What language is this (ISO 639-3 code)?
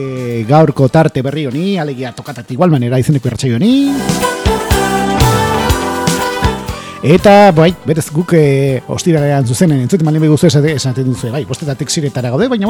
eus